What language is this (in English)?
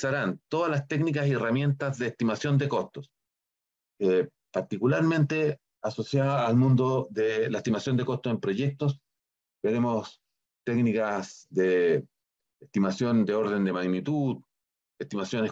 Spanish